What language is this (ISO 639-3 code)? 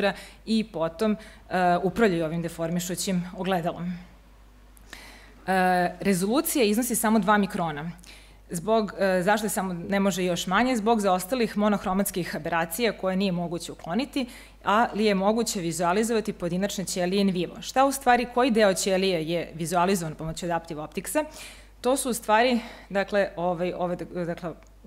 srp